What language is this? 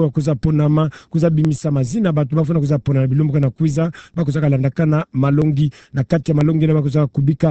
Kituba (Democratic Republic of Congo)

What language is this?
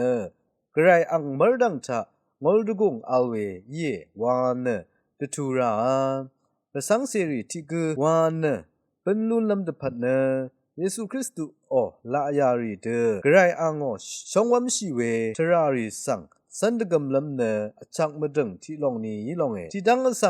Rawang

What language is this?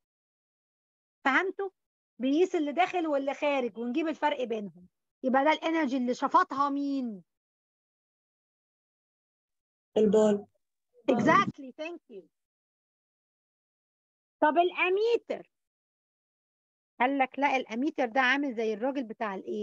Egyptian Arabic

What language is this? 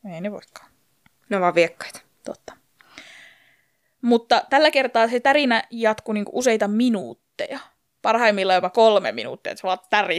Finnish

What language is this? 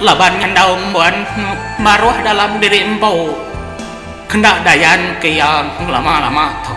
Iban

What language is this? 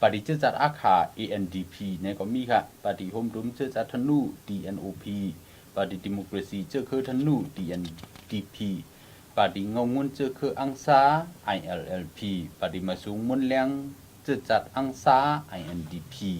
Shan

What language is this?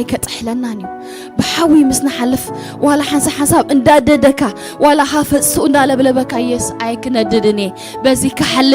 Tigrinya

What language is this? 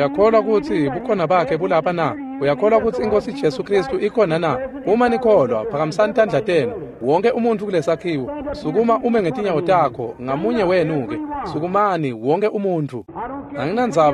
Swati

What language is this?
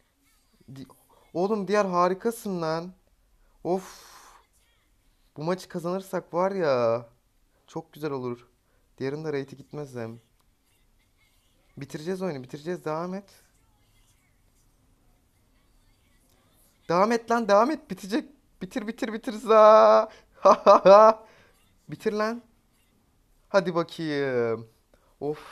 Turkish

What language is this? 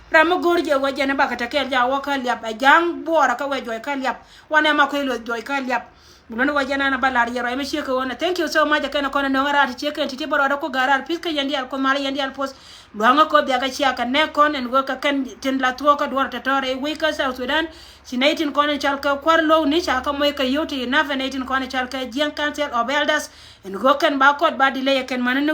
Nuer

